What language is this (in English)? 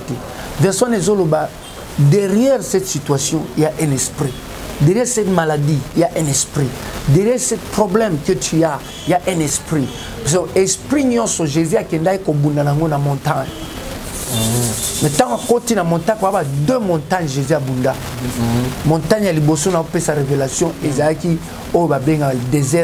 Lingala